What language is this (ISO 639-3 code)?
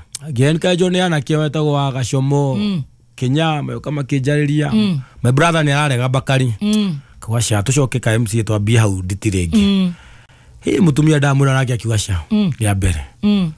kik